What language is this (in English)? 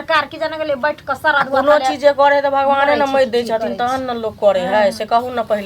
Maithili